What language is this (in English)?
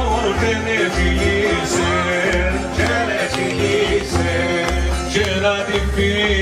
Greek